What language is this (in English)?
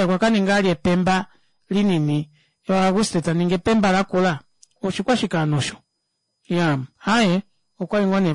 Kuanyama